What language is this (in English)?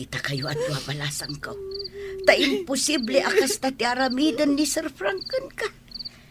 Iloko